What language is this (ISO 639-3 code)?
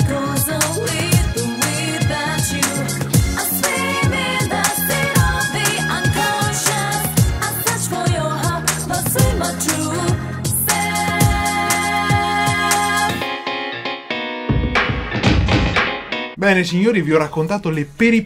ita